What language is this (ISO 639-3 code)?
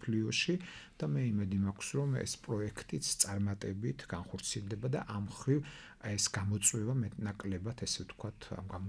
kat